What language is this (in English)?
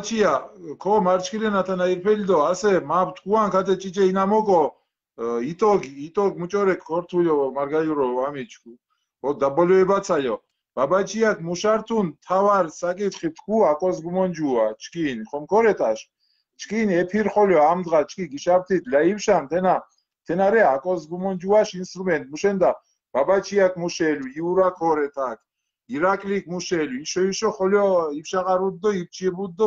Mingrelian